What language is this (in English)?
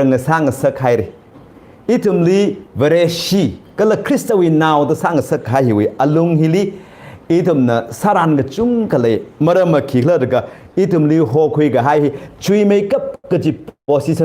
Tangkhul Naga (India)